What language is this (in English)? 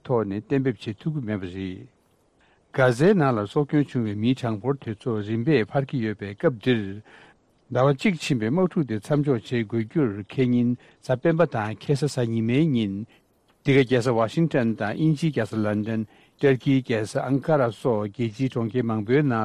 Tibetan